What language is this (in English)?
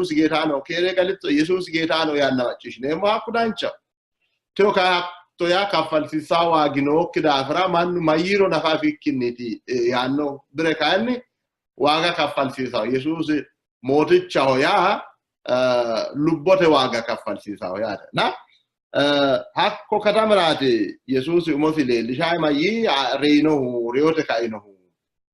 Sidamo